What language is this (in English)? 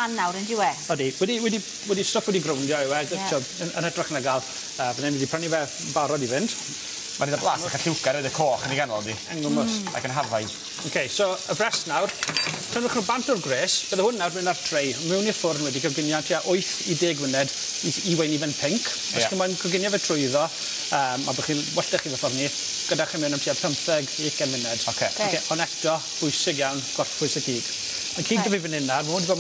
Welsh